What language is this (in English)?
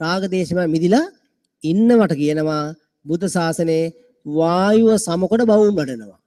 Sinhala